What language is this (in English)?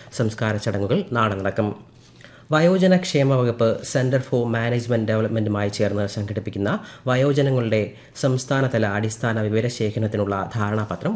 Malayalam